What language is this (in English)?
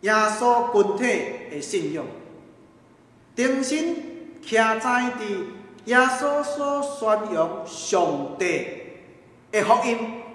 Min Nan Chinese